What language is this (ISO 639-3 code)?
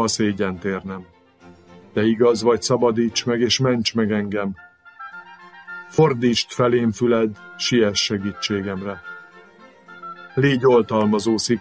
hun